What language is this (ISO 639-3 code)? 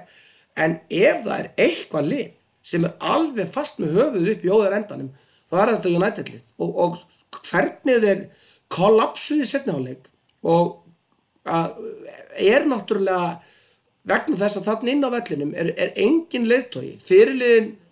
isl